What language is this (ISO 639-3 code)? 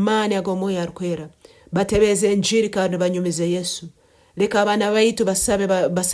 nyo